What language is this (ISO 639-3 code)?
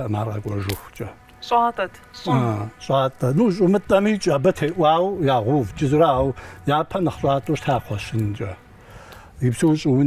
kbd